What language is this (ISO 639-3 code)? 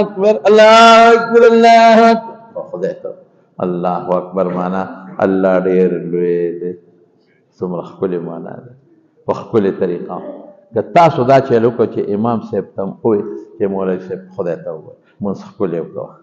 pus